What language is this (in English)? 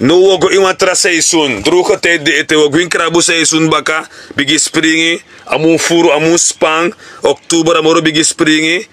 Sranan Tongo